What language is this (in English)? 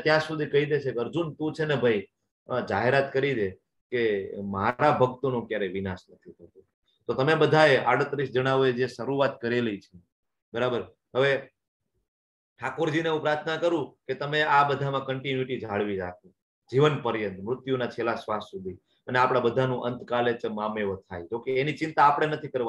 Gujarati